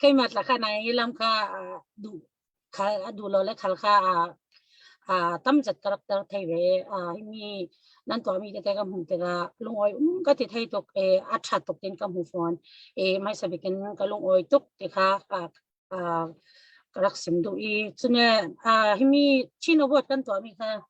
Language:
Falam Chin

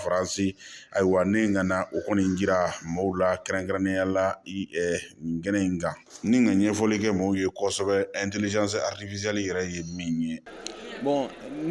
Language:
Bambara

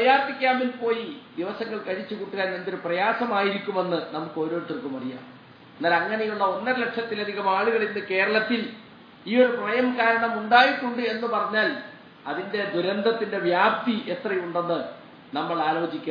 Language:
Malayalam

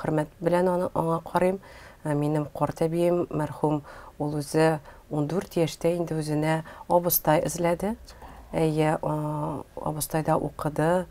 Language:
Tatar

